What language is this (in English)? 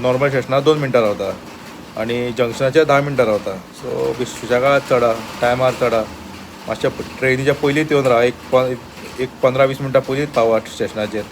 Konkani